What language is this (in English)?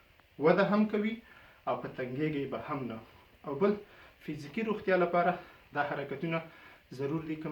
Pashto